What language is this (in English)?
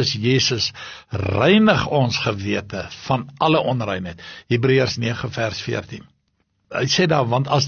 Afrikaans